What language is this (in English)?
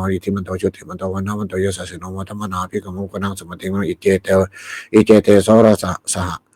Pali